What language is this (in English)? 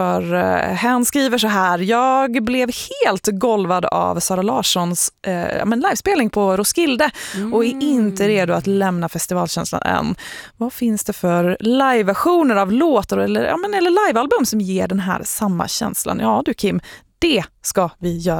Swedish